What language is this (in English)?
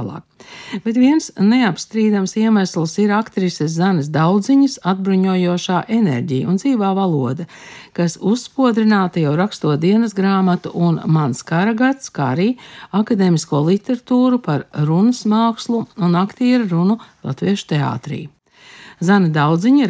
Latvian